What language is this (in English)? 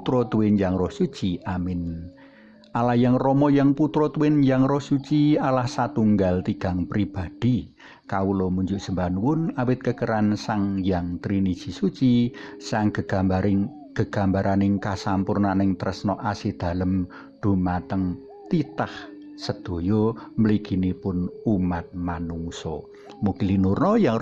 Javanese